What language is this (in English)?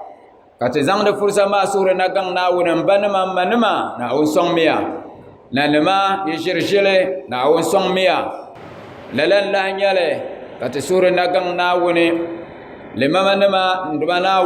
Dagbani